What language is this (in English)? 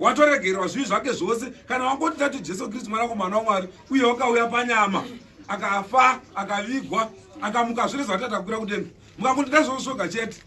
Shona